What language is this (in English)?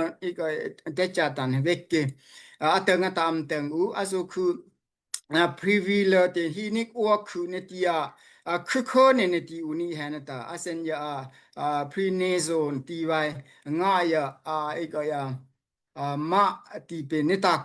Daai Chin